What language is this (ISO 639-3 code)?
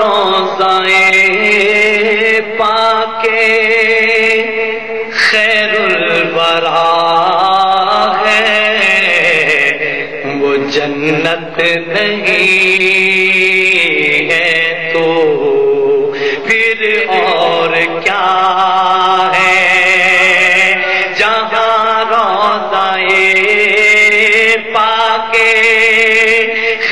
urd